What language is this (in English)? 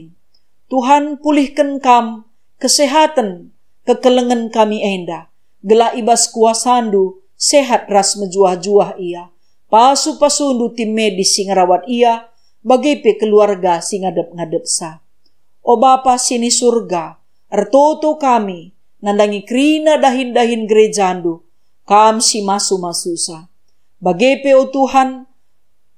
Batak Karo